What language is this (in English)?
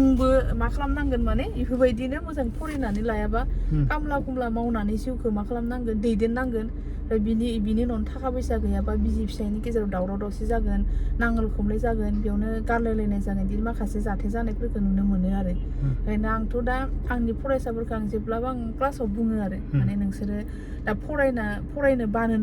Bodo